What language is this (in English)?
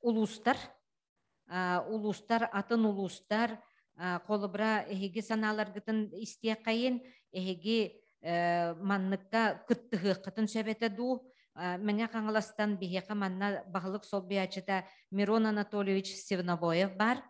Yakut